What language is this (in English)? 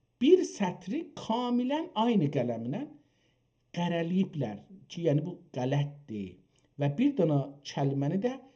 South Azerbaijani